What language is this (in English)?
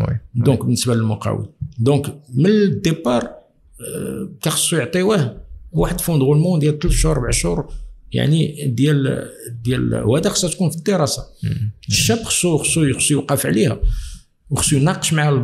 Moroccan Arabic